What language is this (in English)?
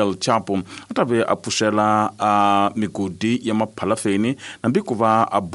Tsonga